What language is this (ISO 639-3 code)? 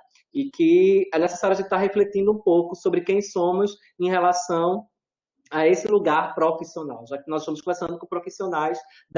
por